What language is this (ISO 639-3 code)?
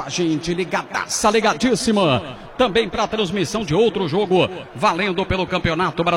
por